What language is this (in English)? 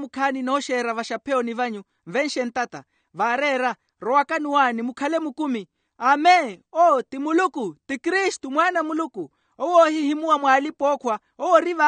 Makhuwa